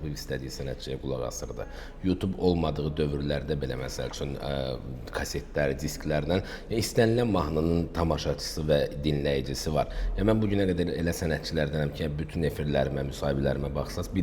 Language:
Azerbaijani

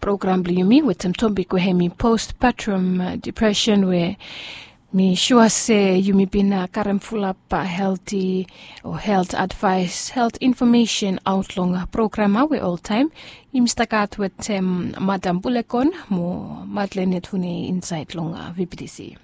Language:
Bislama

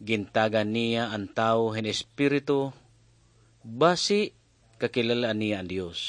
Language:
Waray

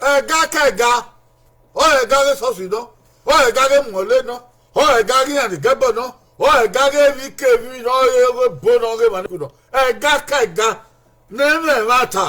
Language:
Bini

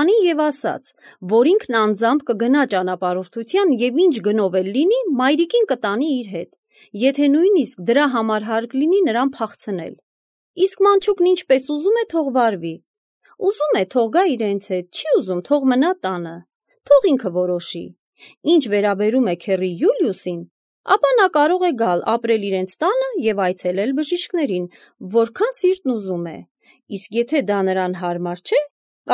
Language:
Armenian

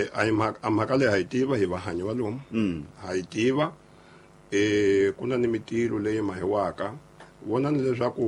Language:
Tsonga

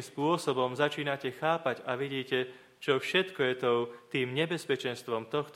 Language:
Slovak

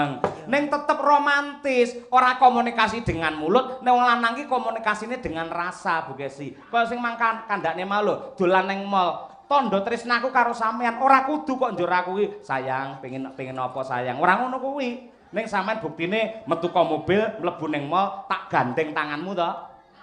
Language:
Javanese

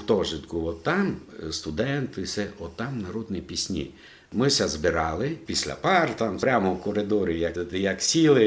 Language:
Rusyn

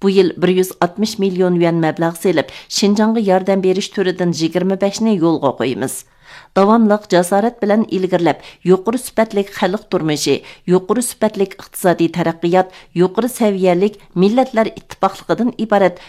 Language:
Uyghur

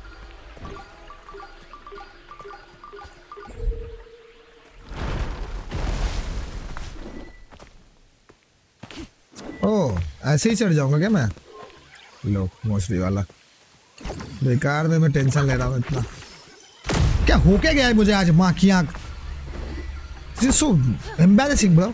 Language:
Hindi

